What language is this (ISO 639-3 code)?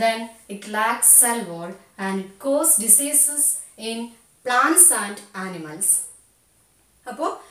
mal